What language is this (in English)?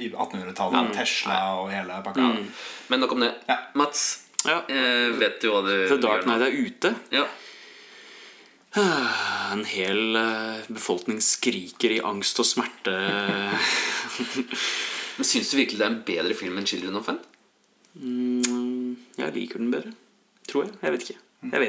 Norwegian